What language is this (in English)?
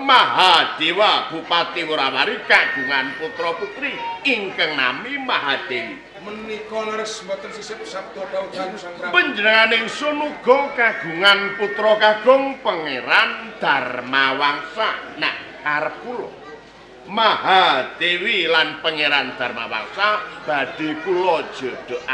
Javanese